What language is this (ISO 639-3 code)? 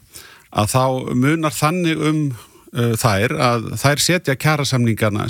isl